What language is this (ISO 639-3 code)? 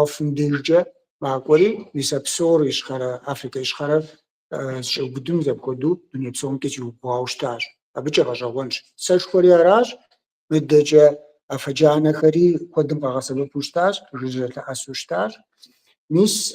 kbd